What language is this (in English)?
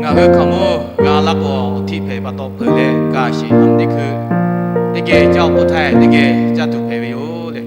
Lahu